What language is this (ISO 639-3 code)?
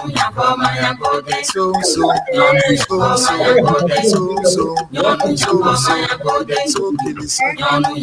ewe